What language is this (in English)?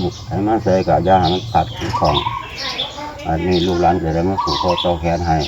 Lao